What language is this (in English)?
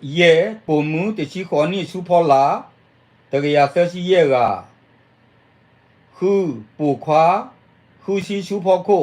S'gaw Karen